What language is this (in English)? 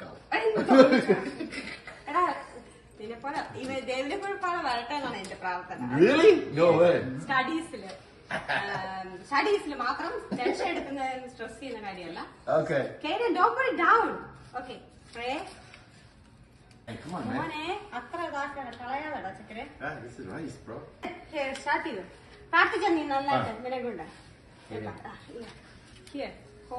Malayalam